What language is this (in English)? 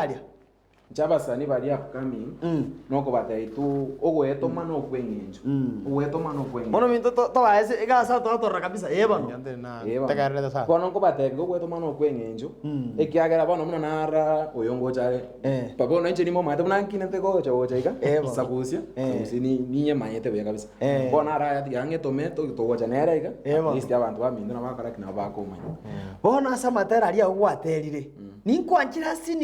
Gusii